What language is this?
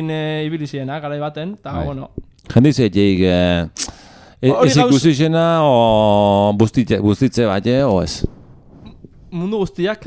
Basque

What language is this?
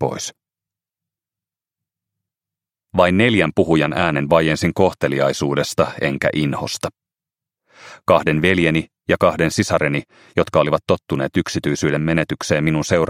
Finnish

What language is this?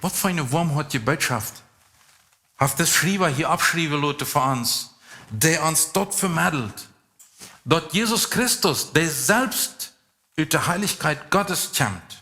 Plautdietsch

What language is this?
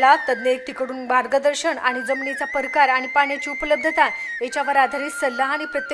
Marathi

